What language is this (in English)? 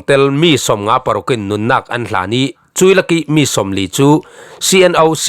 Falam Chin